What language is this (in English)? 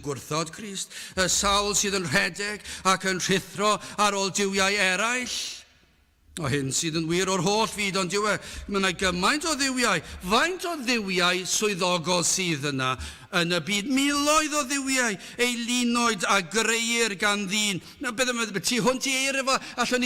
Welsh